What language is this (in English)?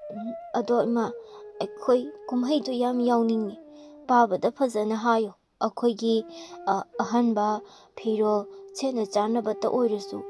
Manipuri